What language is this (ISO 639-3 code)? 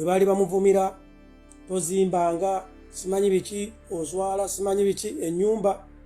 lug